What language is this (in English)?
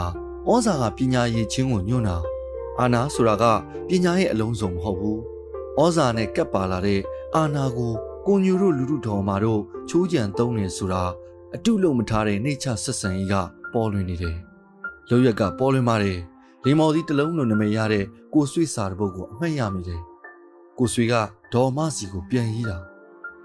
Burmese